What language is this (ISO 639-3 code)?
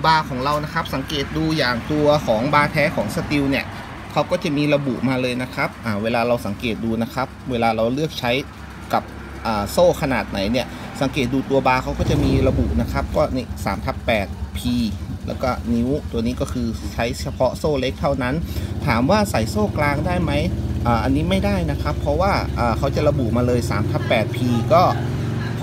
tha